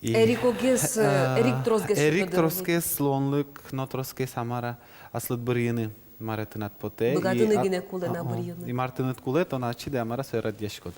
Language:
Udmurt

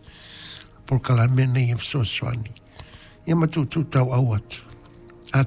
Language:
Samoan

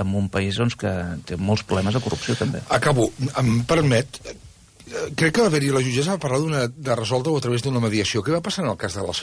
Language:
Catalan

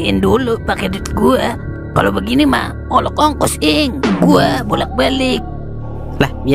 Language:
Betawi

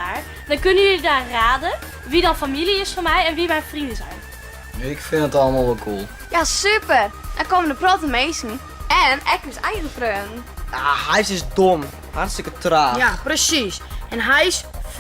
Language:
Western Frisian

